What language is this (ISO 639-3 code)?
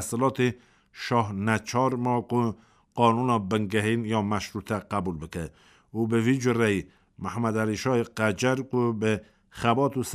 kur